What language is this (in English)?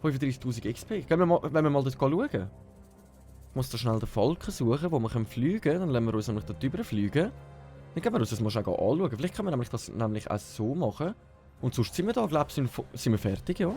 Swiss German